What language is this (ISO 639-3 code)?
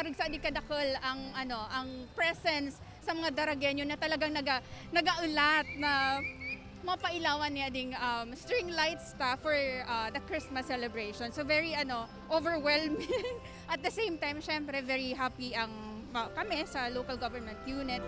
bik